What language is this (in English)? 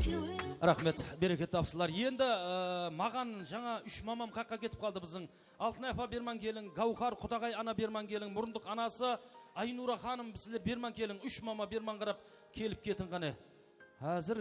Kara-Kalpak